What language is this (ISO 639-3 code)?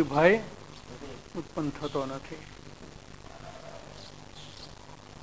guj